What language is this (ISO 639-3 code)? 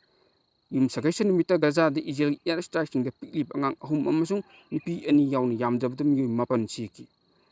mni